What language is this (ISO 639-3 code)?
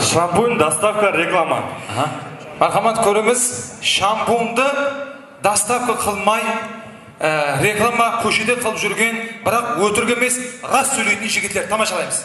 kaa